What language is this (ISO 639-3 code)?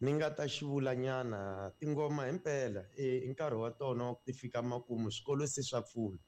tso